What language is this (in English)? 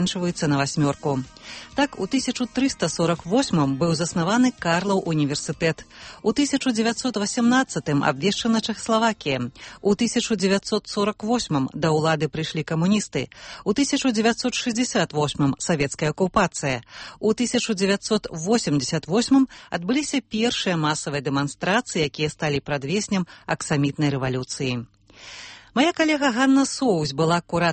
Belarusian